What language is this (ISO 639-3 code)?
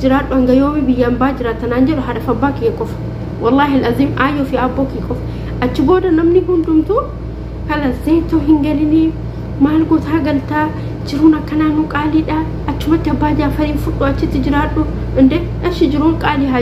orm